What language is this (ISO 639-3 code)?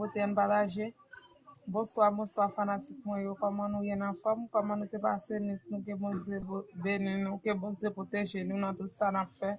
hat